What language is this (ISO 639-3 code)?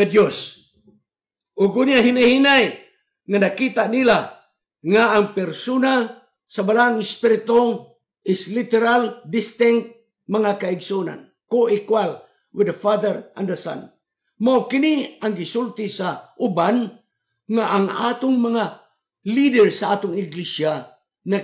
ceb